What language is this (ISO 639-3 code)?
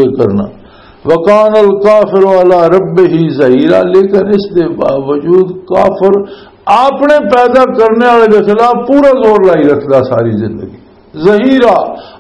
lah